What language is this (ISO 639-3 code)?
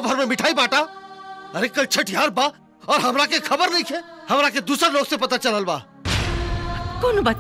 bho